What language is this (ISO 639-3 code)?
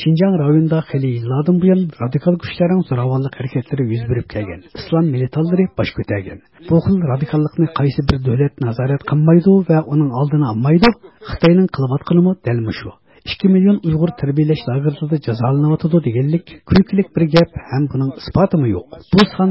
uig